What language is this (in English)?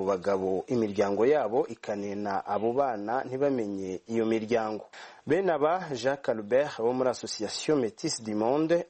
Kinyarwanda